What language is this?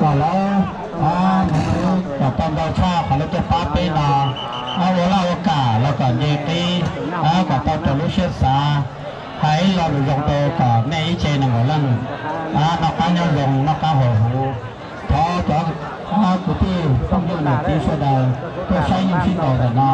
Hmong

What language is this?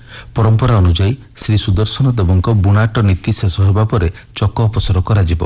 Odia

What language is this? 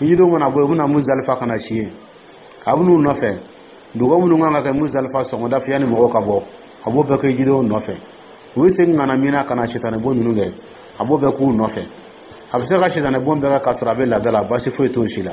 Dyula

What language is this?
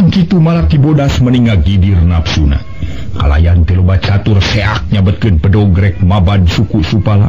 Sundanese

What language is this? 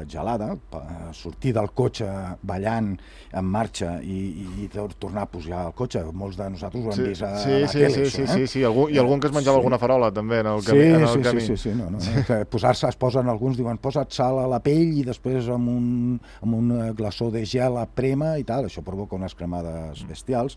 Catalan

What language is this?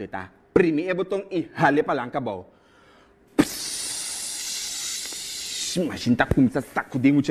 Papiamento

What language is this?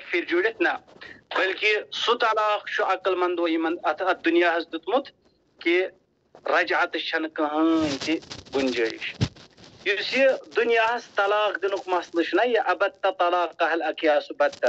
Kashmiri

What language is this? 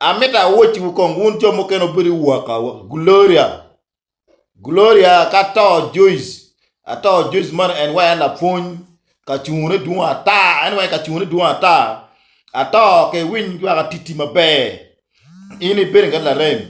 Acoli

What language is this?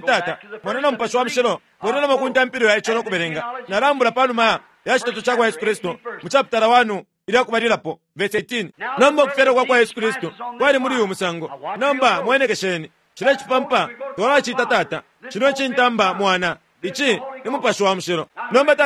Bemba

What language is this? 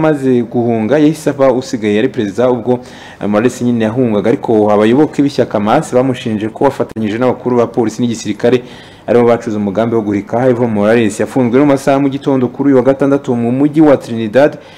Kinyarwanda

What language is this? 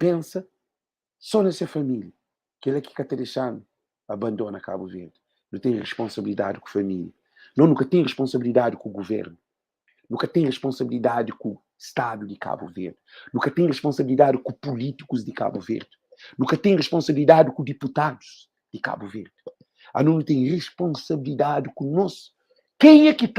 Kabuverdianu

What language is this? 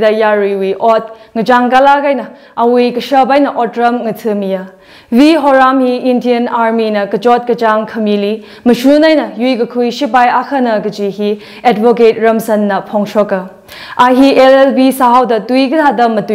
Tangkhul Naga (India)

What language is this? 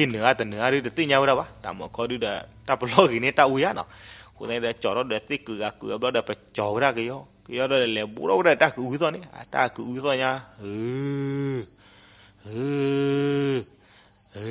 S'gaw Karen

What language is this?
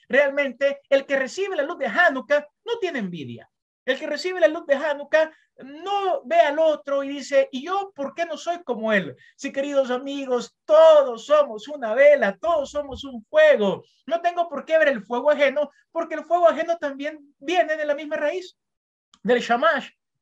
Spanish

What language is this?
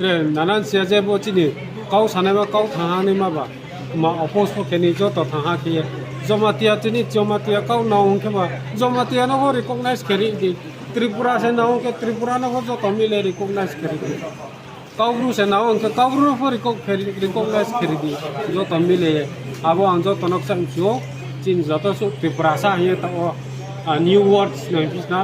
Riang (India)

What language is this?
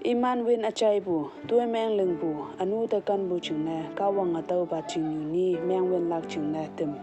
Konyak Naga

